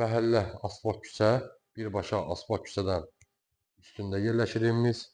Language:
Azerbaijani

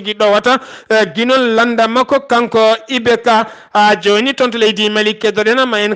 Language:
Fula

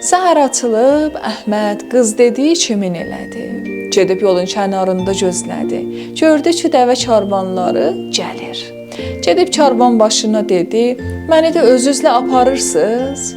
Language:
South Azerbaijani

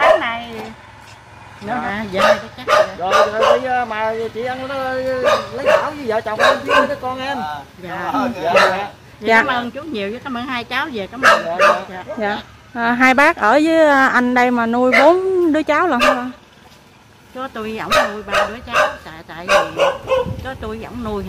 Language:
Vietnamese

